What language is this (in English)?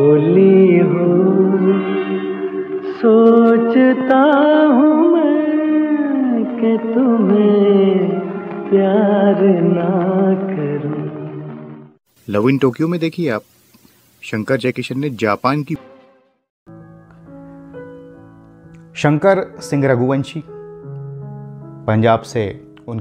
Hindi